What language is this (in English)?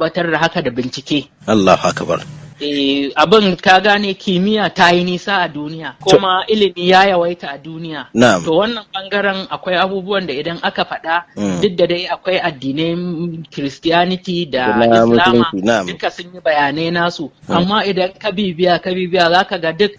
Hausa